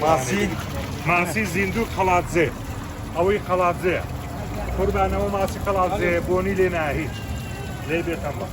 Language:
Kurdish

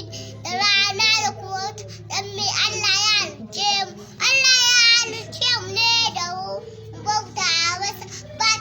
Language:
Hausa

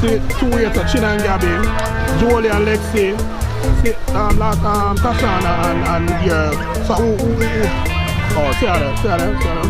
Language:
Jamaican Creole English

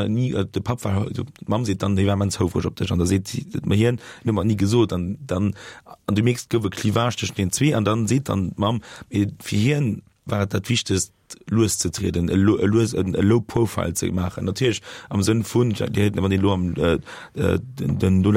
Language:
Luxembourgish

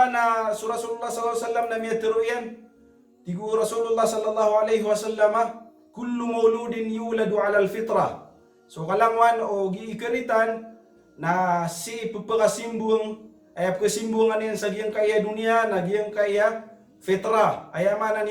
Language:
Maranao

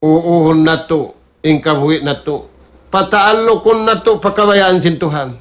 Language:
Tausug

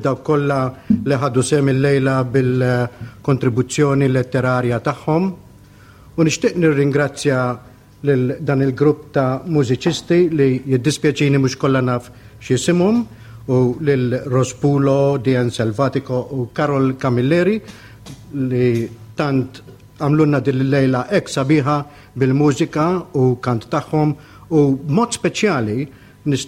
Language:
Maltese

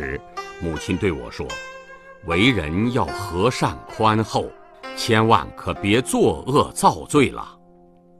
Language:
Chinese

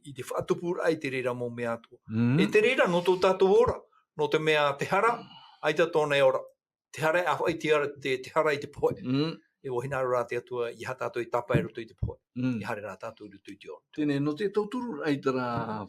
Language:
Tahitian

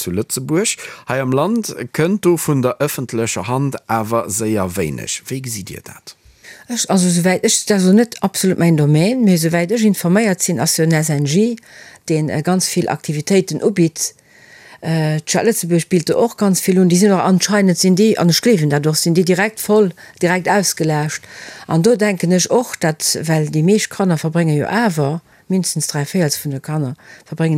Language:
Luxembourgish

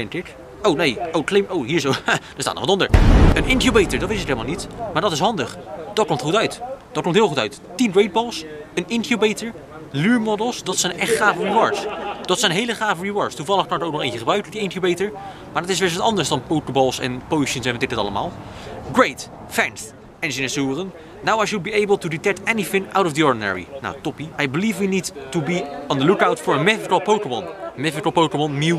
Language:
Dutch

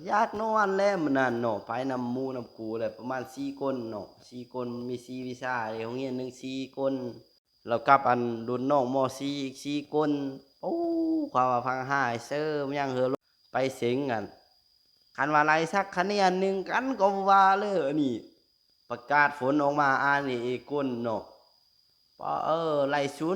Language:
Lao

